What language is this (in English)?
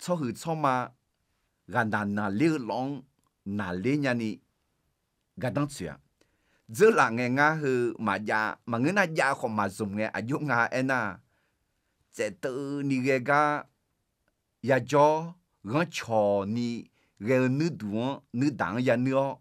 Akha